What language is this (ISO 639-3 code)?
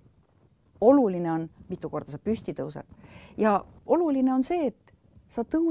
est